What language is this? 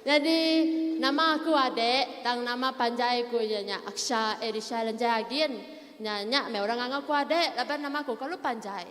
Iban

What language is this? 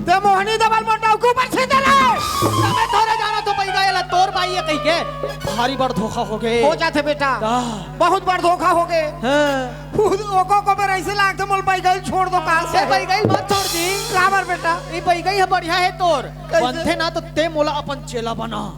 Chhattisgarhi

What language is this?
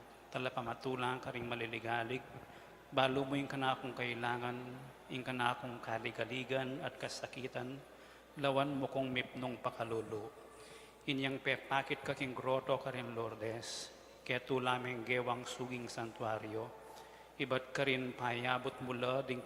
Pampanga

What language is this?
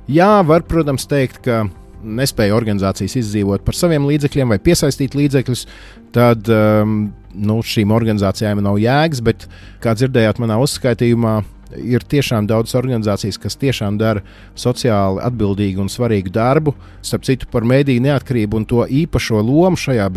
Latvian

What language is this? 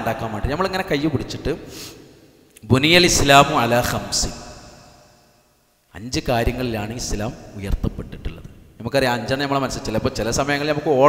Malayalam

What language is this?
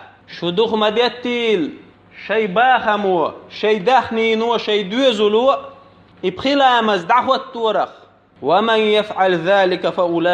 Chechen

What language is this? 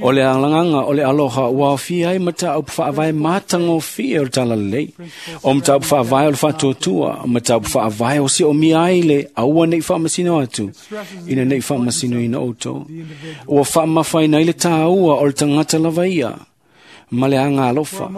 Samoan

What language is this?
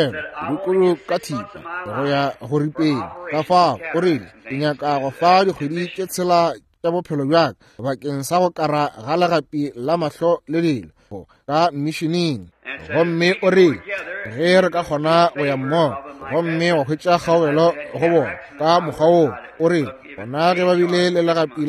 Northern Sotho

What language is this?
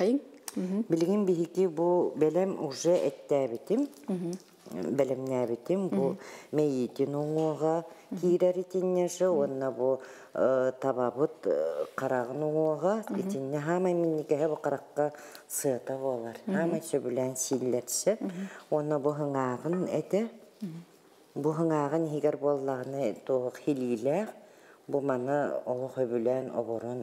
Yakut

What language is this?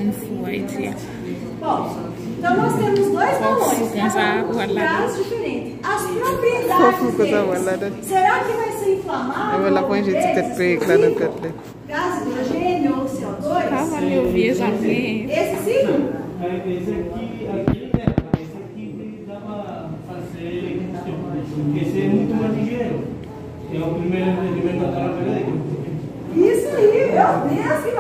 Portuguese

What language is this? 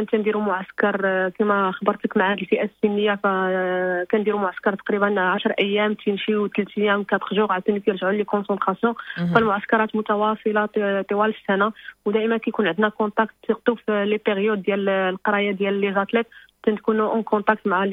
Moroccan Arabic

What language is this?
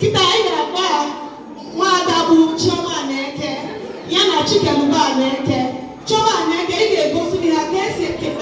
Igbo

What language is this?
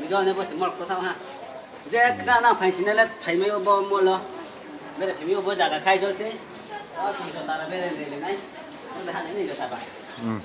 Riang (India)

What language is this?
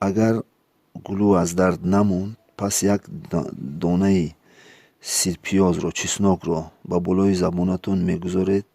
Tajik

